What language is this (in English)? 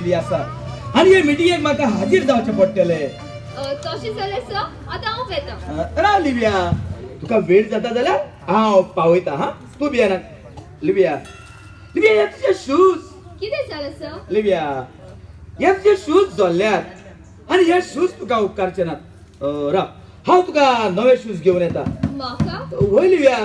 Konkani